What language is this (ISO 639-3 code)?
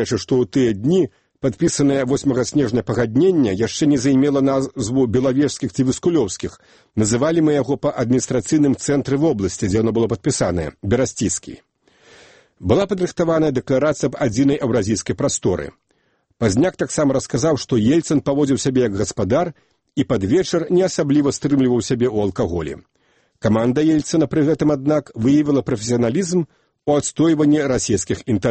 bel